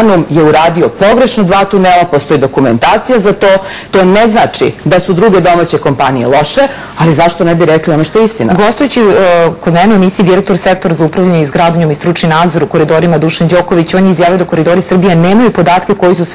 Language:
Serbian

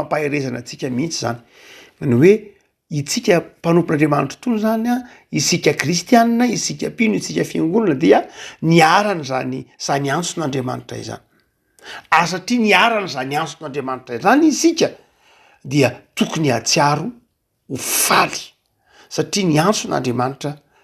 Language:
Malagasy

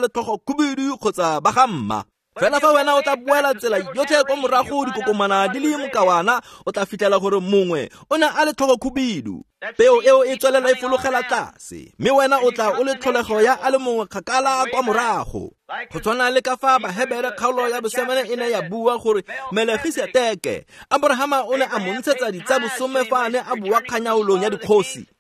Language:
Tswana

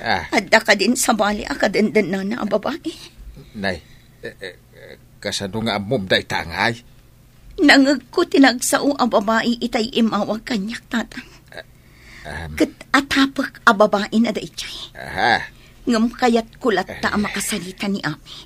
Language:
Iloko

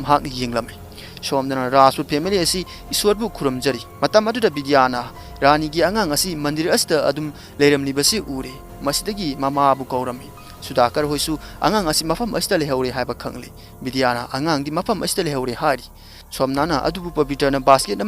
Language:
Manipuri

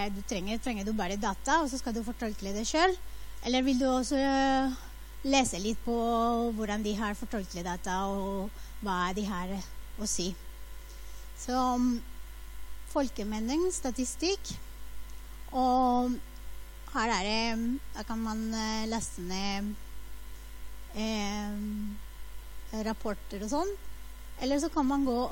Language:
Norwegian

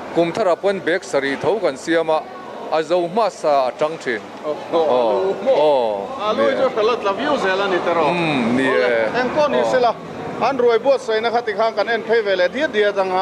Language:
Mizo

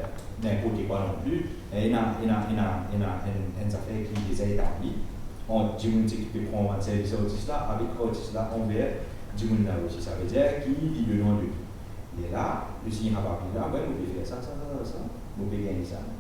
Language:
Morisyen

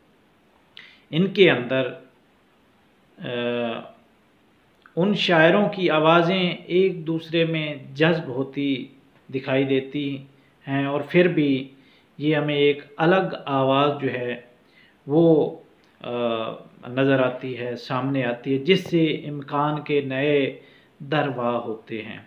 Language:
Urdu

